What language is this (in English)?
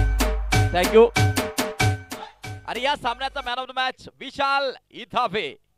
Marathi